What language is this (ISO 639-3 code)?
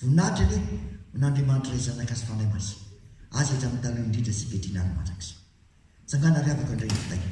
mlg